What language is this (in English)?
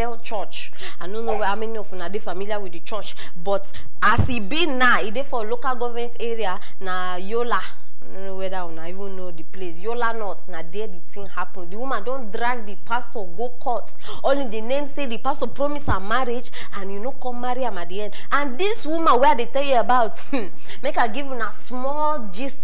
Nigerian Pidgin